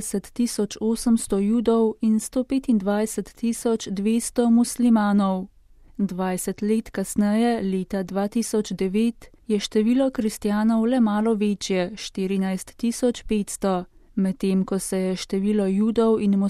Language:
Slovenian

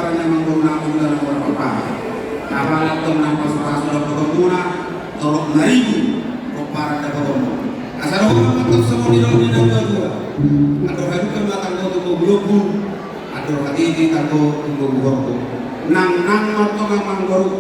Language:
Batak Toba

